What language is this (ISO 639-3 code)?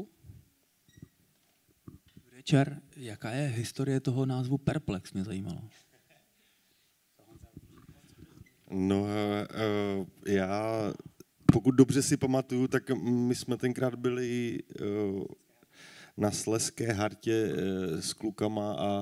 ces